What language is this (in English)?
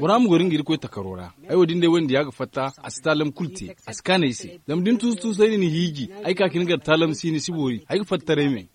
Zarma